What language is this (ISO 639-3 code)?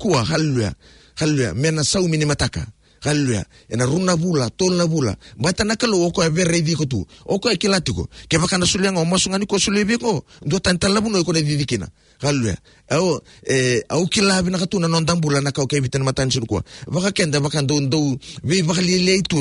fij